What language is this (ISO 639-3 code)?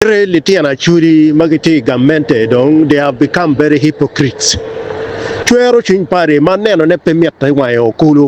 ach